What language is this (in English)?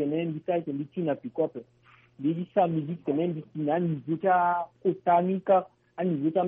Sango